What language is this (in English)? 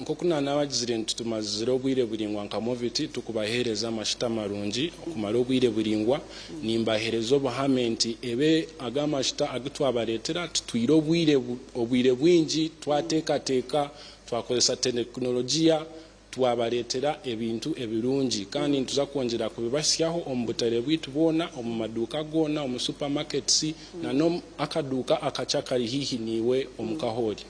Nyankole